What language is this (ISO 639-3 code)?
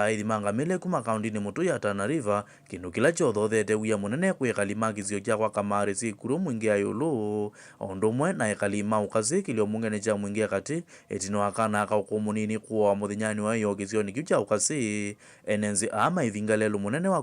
kam